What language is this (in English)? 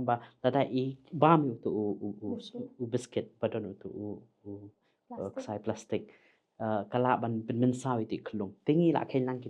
Khasi